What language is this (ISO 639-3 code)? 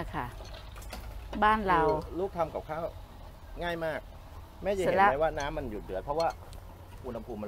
tha